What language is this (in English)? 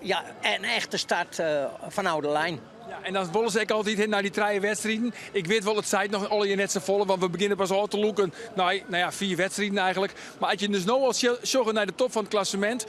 Western Frisian